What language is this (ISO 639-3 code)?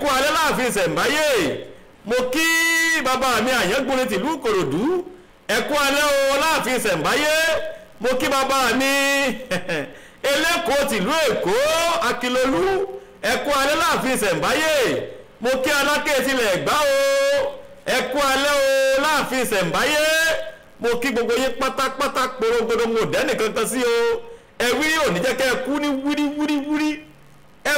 yor